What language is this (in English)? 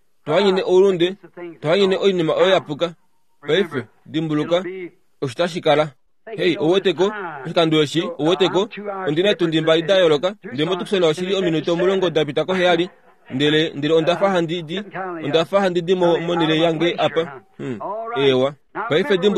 Kuanyama